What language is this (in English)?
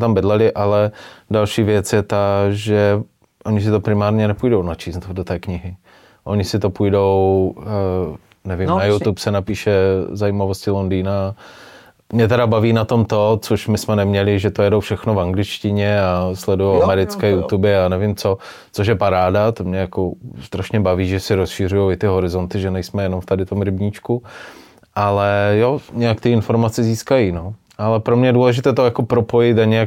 Czech